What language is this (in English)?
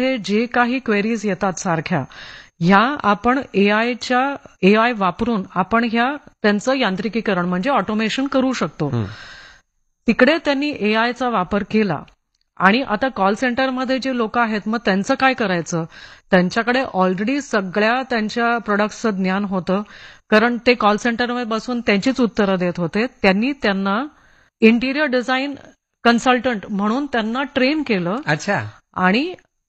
Marathi